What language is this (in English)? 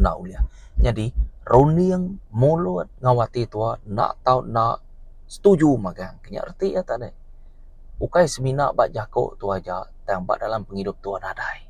Iban